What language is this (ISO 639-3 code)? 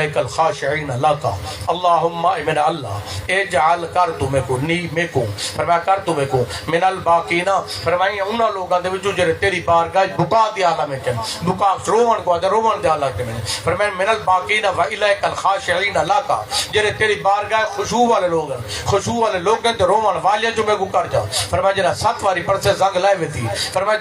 skr